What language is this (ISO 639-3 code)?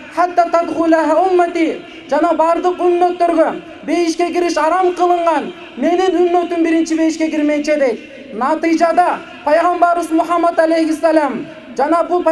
kir